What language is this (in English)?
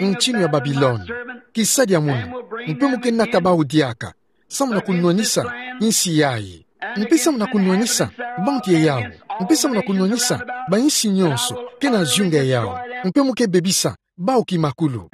Kituba (Democratic Republic of Congo)